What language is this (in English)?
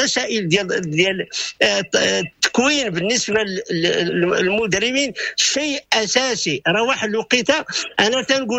Moroccan Arabic